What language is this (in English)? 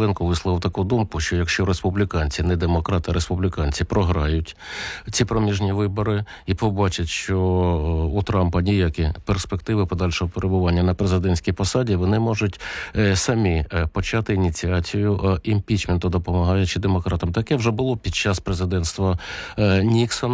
Ukrainian